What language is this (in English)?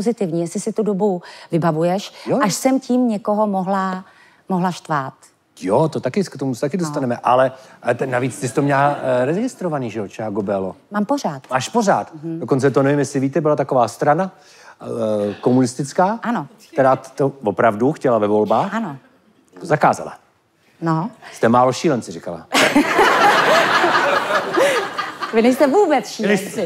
Czech